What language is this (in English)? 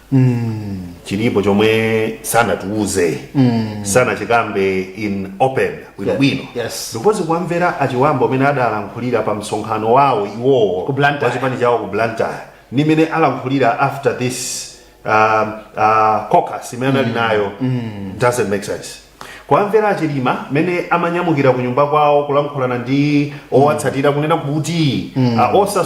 Nyanja